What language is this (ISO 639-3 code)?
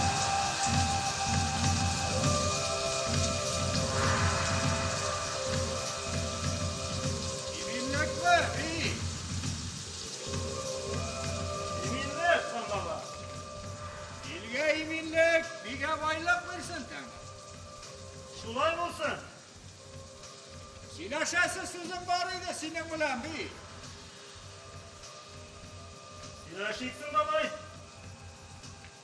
tat